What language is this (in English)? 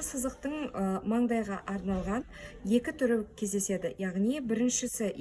Kazakh